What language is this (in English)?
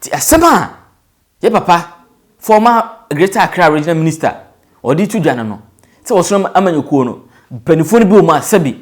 Akan